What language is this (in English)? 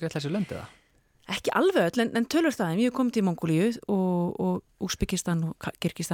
Icelandic